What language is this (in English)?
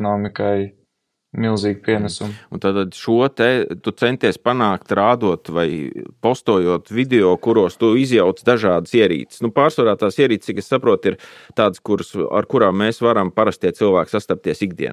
Latvian